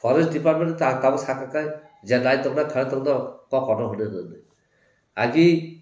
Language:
Kok Borok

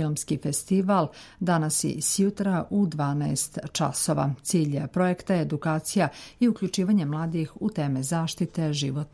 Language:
Serbian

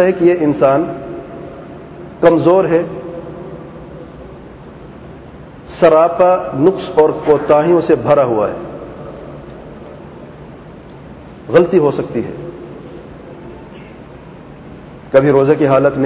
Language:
Urdu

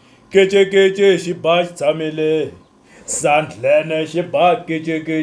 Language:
Tsonga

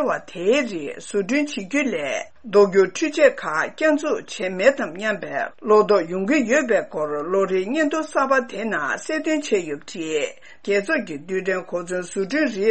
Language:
Tibetan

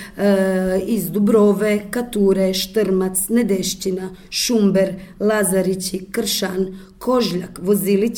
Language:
Croatian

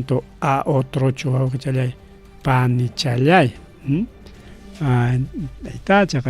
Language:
Ayacucho Quechua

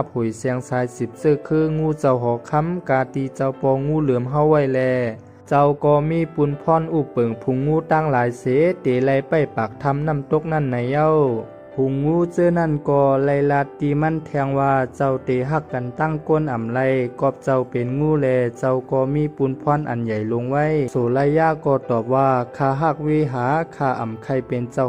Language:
Shan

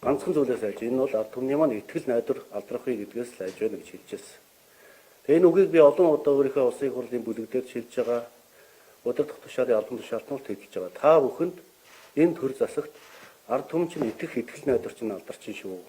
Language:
Mongolian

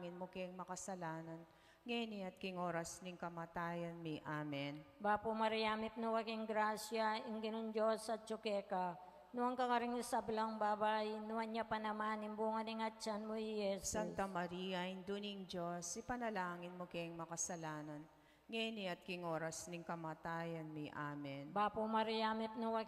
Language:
Pampanga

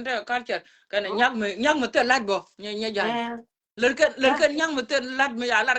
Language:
Nuer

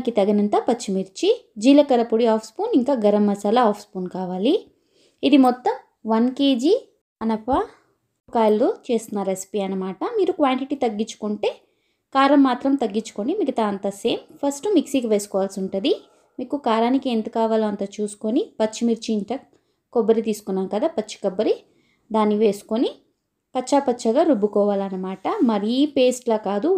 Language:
Telugu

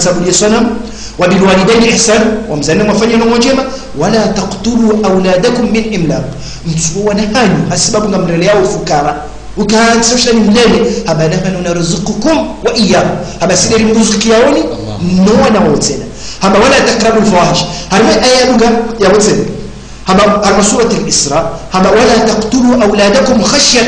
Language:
Swahili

